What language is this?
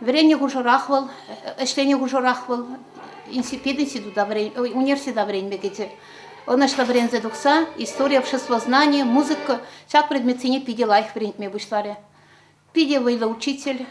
Chuvash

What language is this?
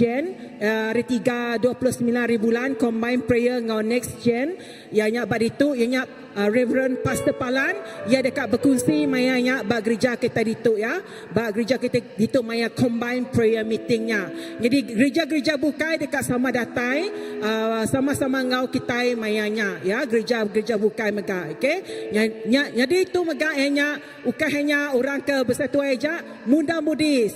Iban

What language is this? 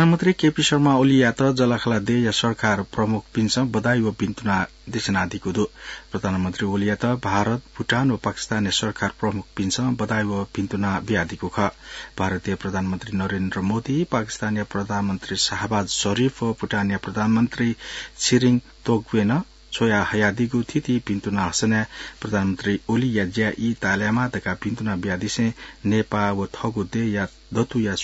Newari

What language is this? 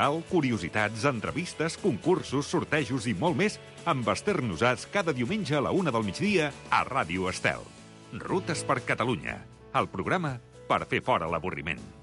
Catalan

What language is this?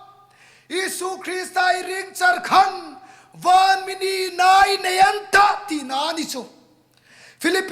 Hmar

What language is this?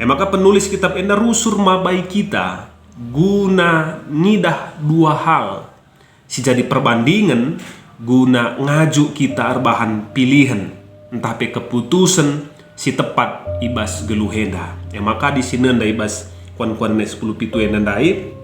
Batak Karo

